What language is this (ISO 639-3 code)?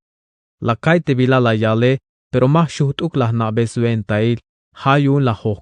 tzh